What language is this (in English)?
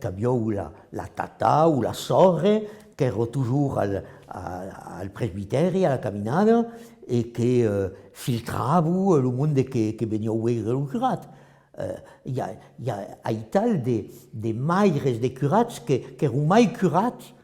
Occitan